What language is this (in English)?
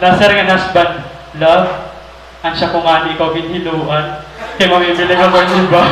Waray